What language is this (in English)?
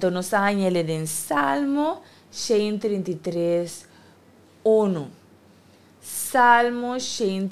Papiamento